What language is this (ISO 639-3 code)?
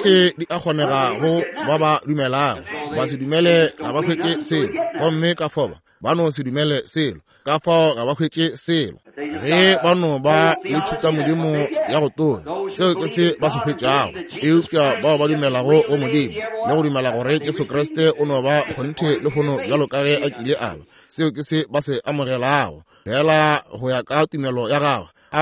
nso